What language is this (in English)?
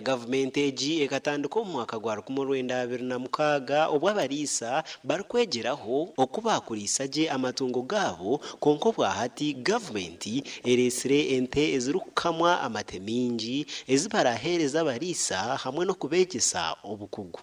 Nyankole